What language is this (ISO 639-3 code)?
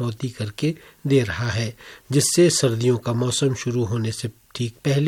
hin